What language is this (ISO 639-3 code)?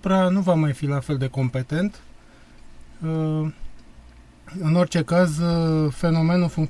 ron